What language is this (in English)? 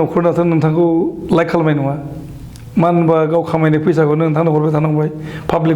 Bodo